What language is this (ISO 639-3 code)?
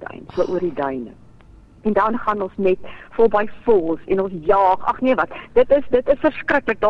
afr